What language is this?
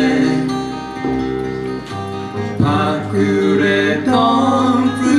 Japanese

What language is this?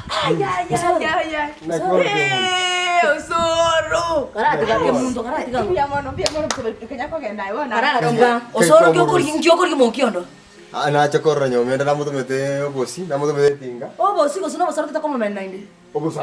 Gusii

